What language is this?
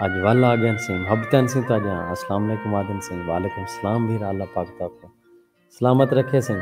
Saraiki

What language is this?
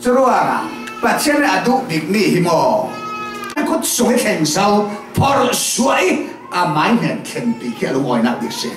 Falam Chin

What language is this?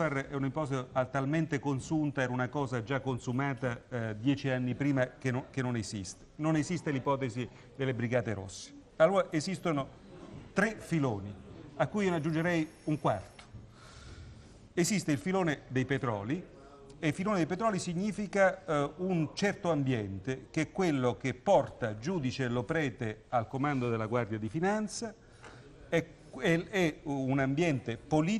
Italian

